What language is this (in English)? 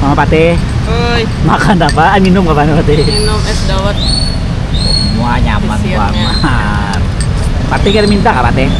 Banjar